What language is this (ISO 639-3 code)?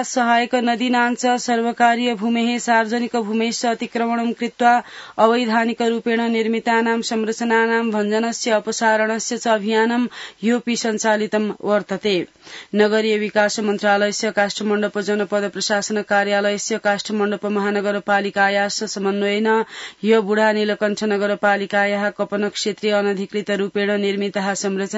san